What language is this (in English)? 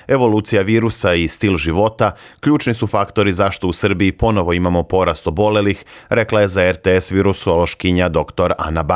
Serbian